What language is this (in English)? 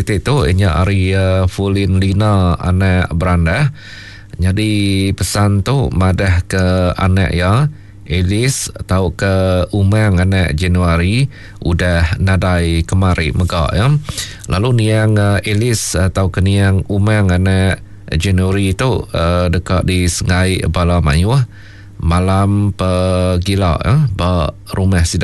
Iban